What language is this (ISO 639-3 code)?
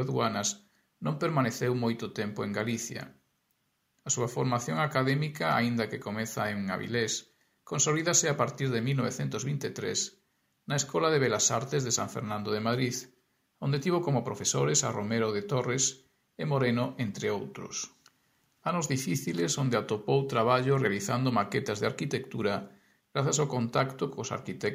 glg